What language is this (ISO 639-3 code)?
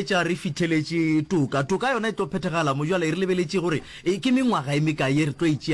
nso